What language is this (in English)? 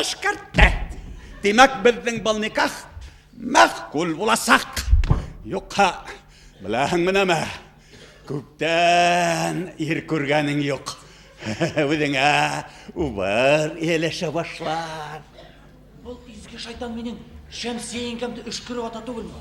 Bashkir